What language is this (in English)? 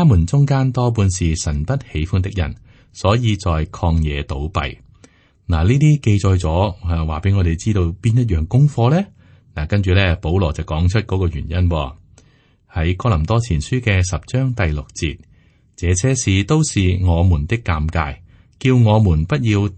Cantonese